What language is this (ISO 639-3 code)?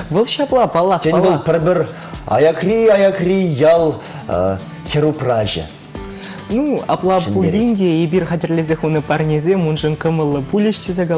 chv